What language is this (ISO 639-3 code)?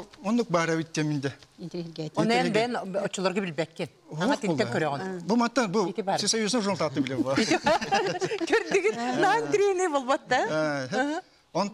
sah